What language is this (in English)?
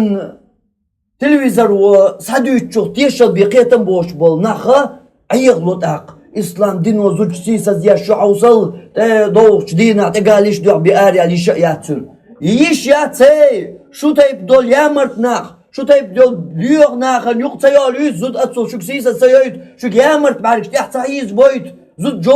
Chechen